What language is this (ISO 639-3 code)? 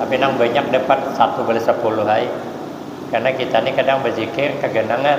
bjn